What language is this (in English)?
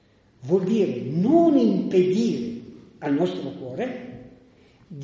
Italian